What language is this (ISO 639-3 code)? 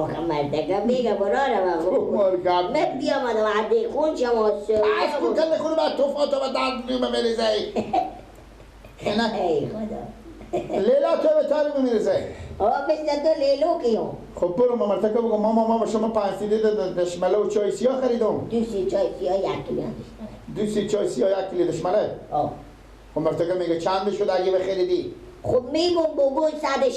fas